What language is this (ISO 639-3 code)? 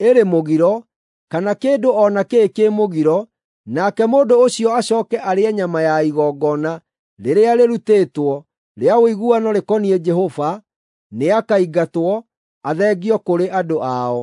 kik